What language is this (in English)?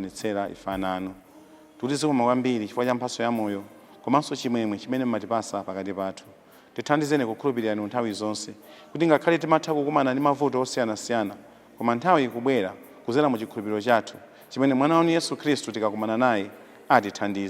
Nyanja